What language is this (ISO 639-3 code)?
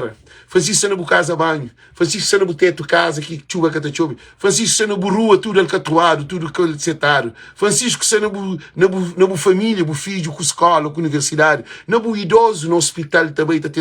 kea